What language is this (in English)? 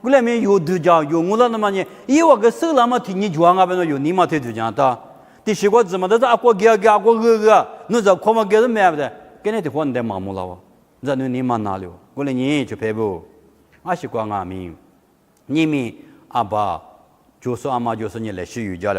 Lisu